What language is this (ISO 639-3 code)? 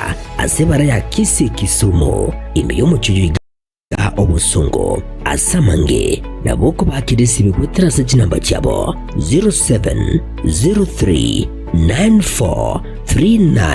guz